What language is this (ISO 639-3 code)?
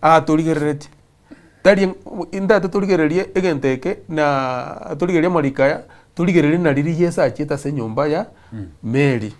guz